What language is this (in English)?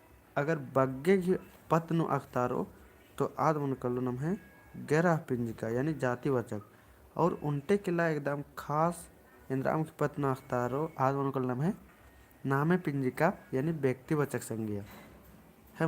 Kurukh